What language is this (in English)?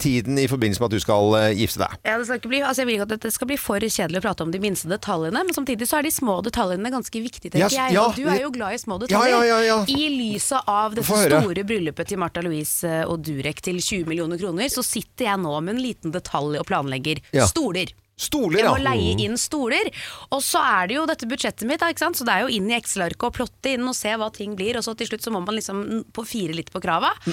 Norwegian